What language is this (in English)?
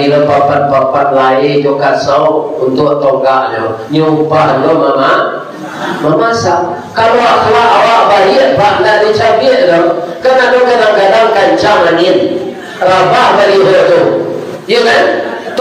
Minangkabau